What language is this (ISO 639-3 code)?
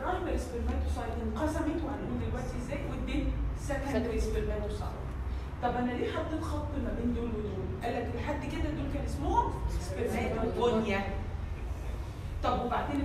arz